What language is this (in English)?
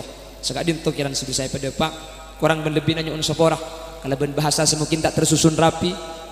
Madurese